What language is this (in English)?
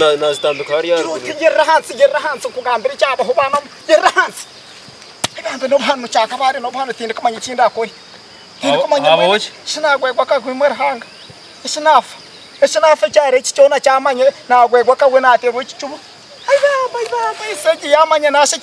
Nyankole